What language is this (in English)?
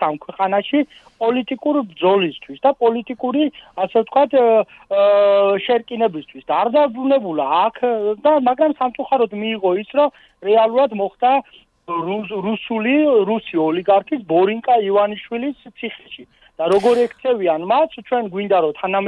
Georgian